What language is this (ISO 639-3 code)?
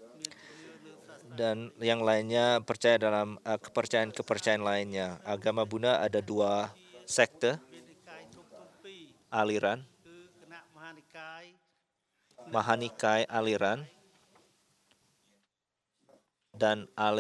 ind